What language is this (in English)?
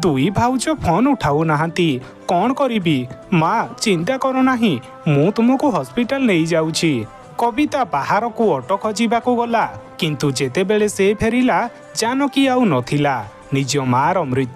Odia